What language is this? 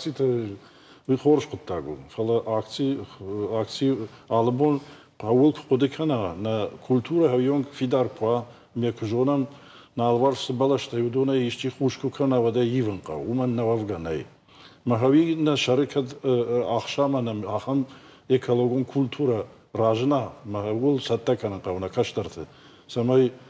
Ossetic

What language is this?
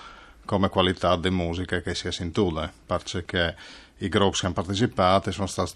Friulian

